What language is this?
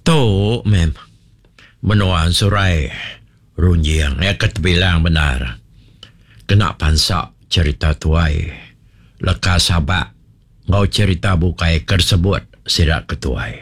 Iban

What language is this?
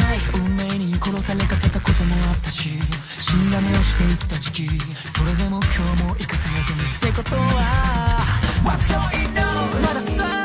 Japanese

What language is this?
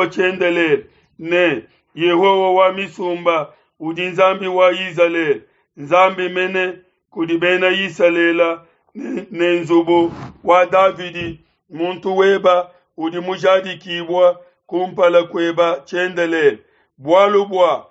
Luba-Lulua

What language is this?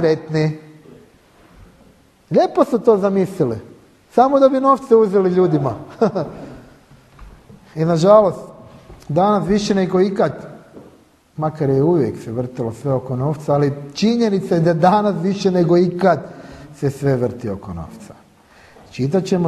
Croatian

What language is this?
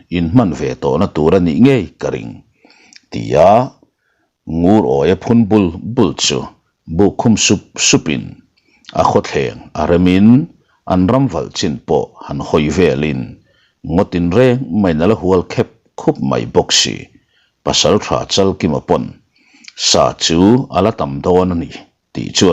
Mizo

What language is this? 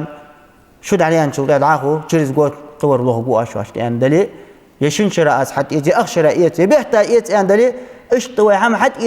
Ingush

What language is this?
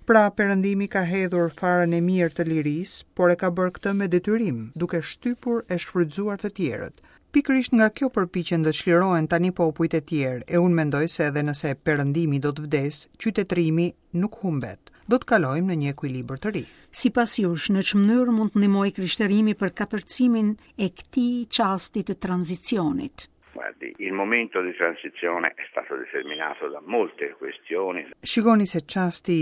Albanian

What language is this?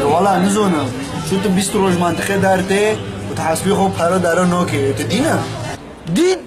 Kurdish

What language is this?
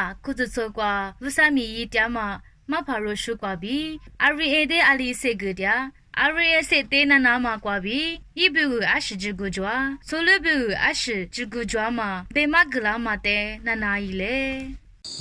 Lisu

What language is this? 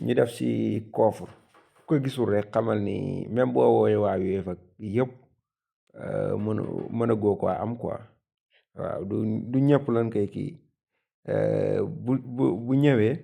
Wolof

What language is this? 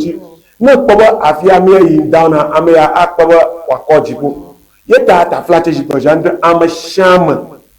Ewe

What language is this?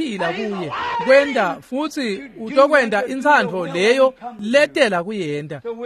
Swati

